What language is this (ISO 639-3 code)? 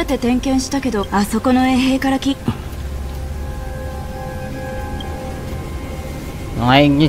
jpn